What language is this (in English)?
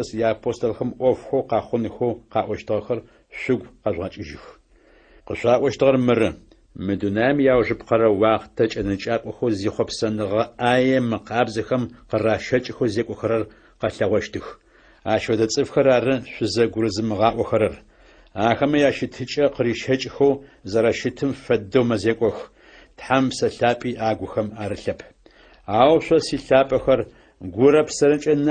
Adyghe